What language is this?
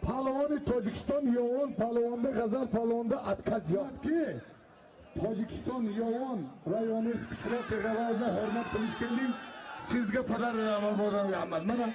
Tajik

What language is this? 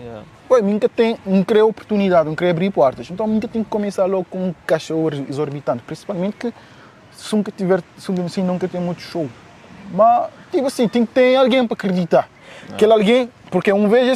Kabuverdianu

